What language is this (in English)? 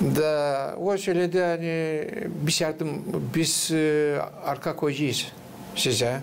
Gagauz